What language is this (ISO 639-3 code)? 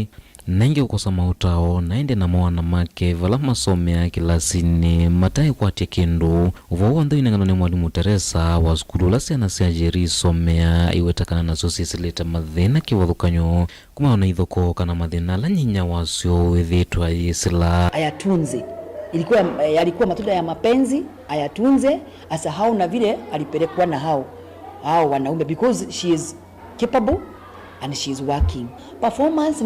kam